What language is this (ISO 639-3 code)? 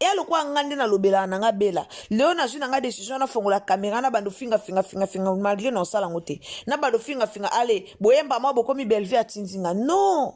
lin